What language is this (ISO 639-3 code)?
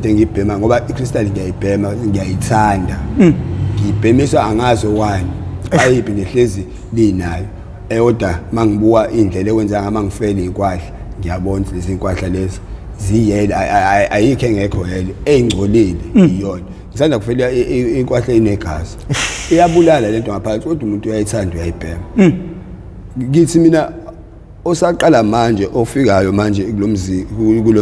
zul